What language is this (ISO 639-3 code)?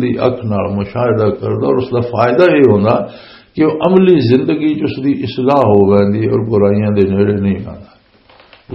lah